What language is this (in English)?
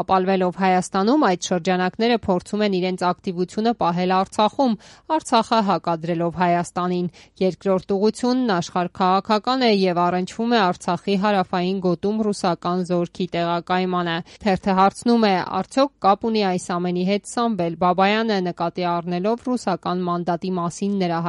Armenian